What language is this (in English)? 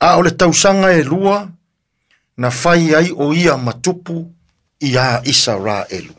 Samoan